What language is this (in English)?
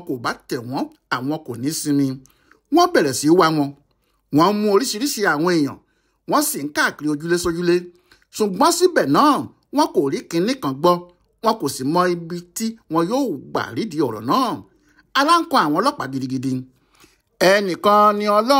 Yoruba